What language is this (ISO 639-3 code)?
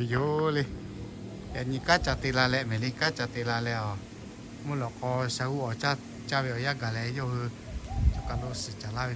lhu